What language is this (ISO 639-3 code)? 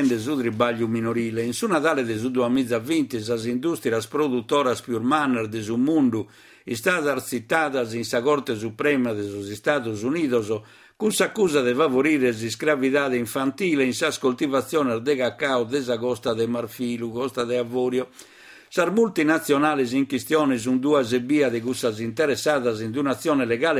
srd